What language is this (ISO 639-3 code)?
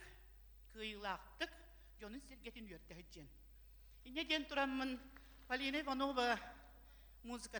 sah